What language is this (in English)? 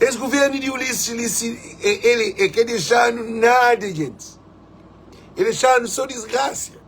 Kabuverdianu